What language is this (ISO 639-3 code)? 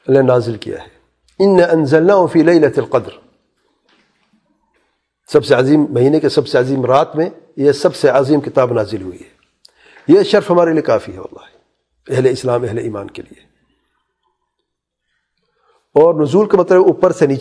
urd